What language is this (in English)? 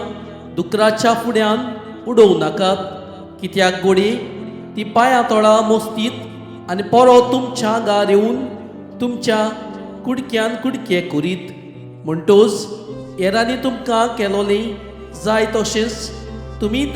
Konkani